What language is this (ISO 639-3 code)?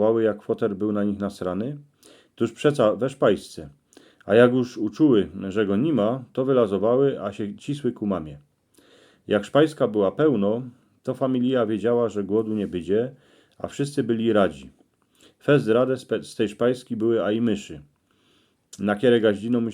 szl